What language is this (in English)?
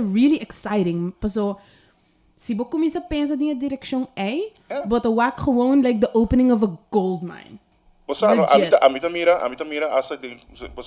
Papiamento